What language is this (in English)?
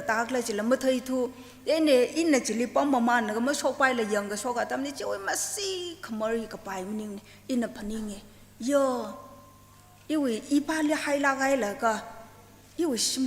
Tangkhul Naga (India)